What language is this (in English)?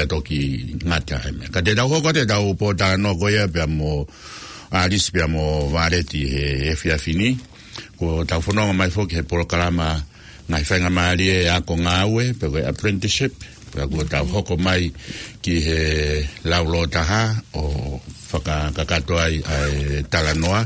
Tongan